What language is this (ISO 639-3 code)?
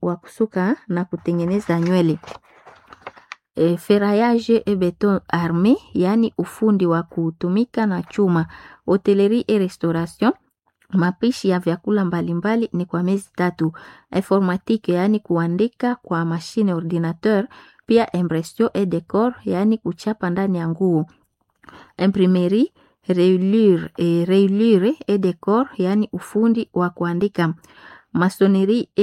swa